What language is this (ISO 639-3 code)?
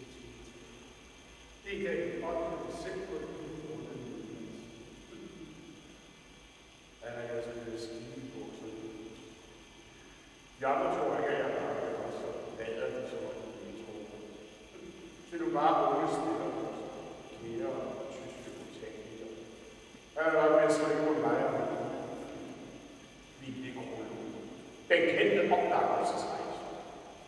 dan